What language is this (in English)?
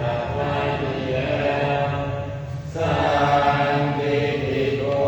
Pali